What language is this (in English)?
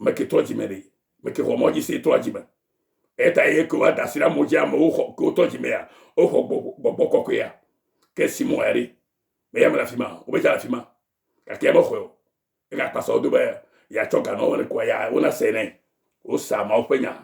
Ewe